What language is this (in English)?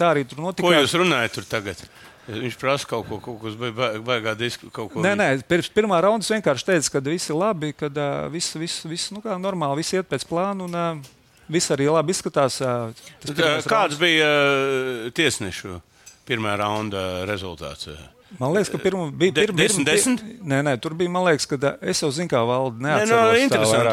Latvian